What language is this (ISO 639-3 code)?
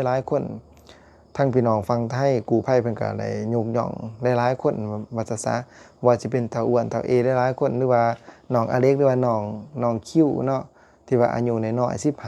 lao